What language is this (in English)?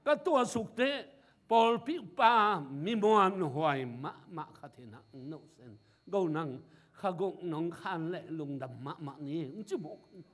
Tedim Chin